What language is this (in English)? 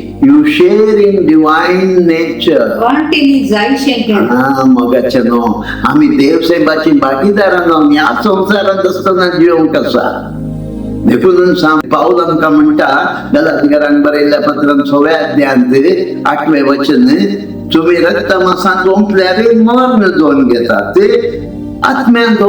Konkani